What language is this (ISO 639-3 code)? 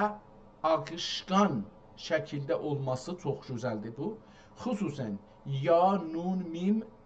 azb